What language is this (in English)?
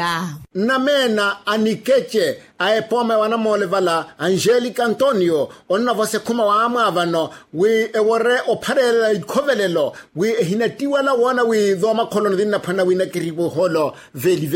Makhuwa